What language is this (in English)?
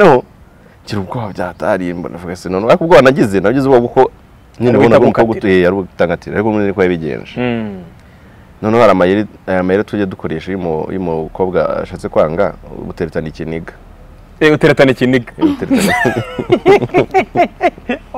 Kinyarwanda